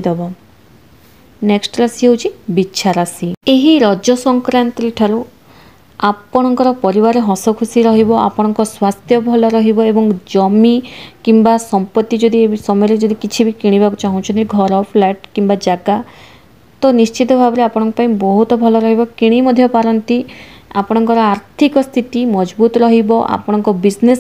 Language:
Odia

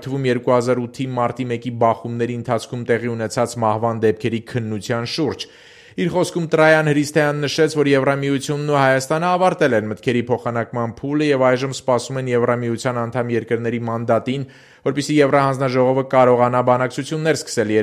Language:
Armenian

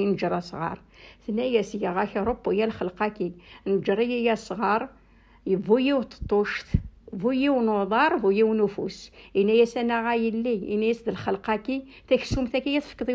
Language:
Kabyle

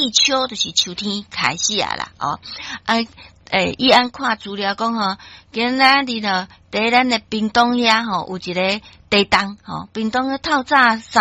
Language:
Min Nan Chinese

